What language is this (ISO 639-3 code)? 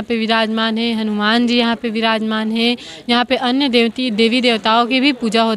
hne